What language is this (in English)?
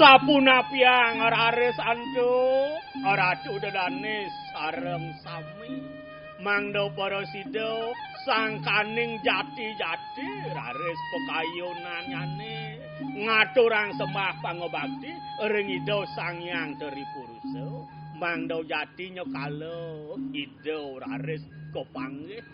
Balinese